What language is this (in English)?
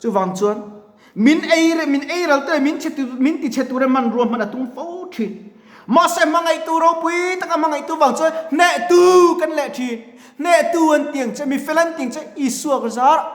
Mizo